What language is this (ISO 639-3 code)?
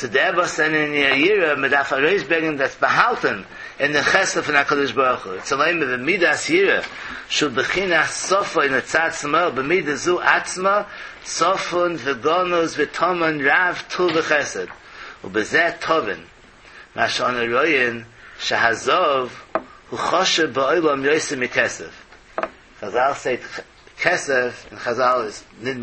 yid